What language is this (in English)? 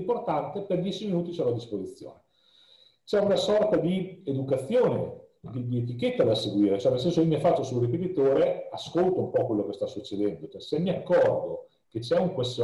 Italian